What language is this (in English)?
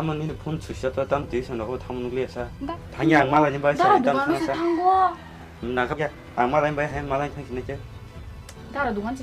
Kok Borok